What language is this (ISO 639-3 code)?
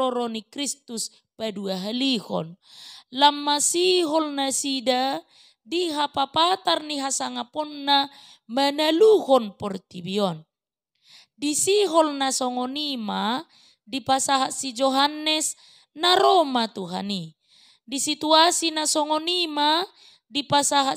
bbc